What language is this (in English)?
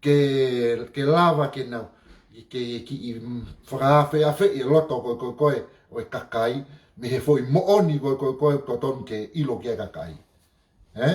Tongan